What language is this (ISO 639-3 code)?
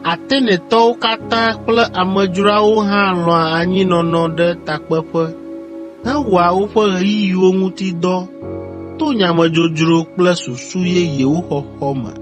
ewe